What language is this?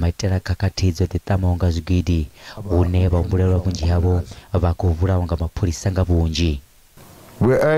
Venda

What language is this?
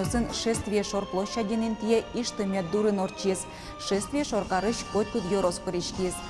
Udmurt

